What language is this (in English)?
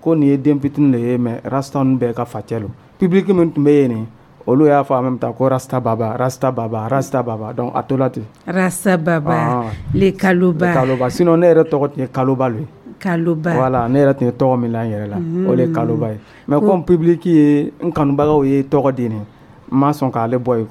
Dyula